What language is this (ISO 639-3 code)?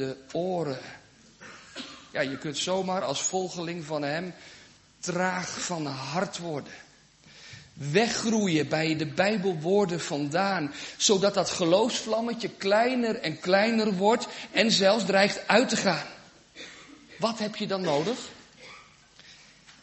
nld